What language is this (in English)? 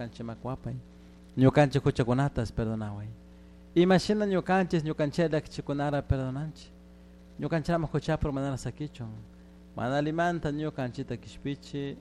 Chimborazo Highland Quichua